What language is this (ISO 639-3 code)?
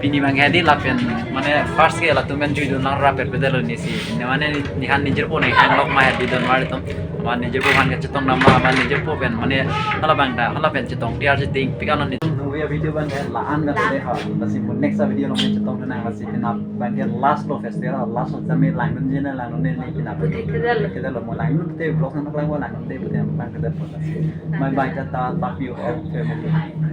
mjw